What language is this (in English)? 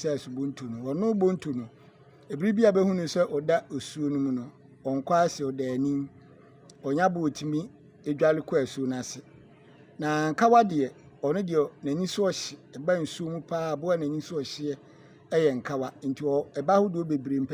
Akan